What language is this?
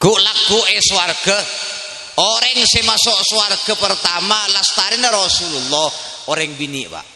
Madurese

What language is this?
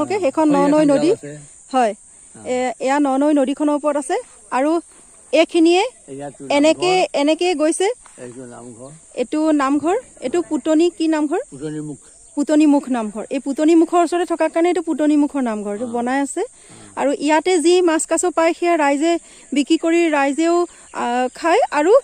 Assamese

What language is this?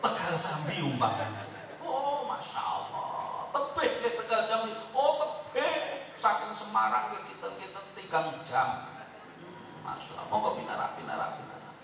Javanese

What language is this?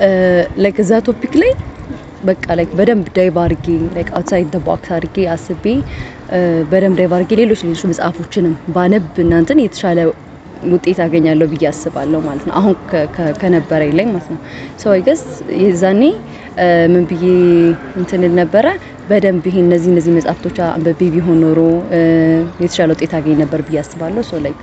Amharic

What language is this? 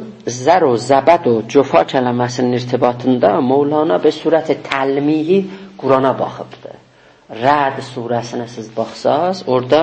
South Azerbaijani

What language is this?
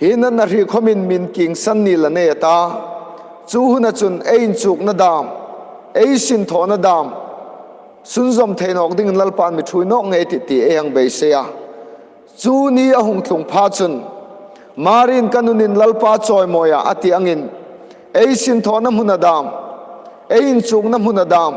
Hmar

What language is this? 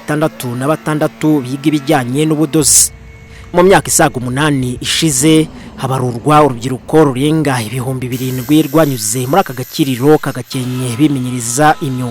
Kinyarwanda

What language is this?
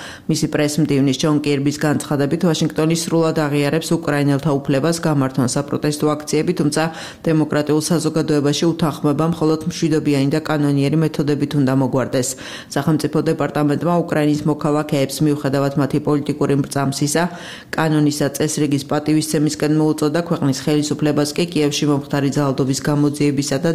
Georgian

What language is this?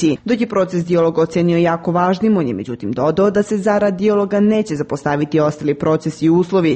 Serbian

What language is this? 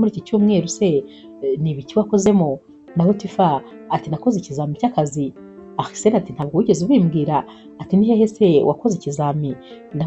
Kinyarwanda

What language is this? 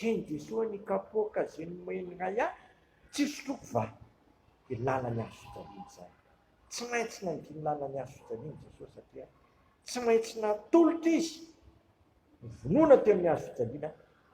Malagasy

